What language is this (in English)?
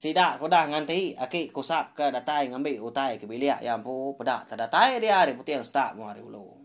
Iban